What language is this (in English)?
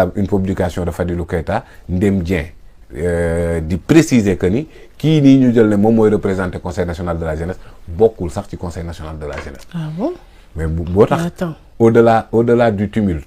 Wolof